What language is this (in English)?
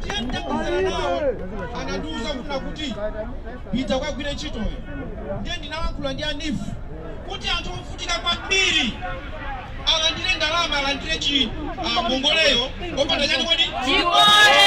Nyanja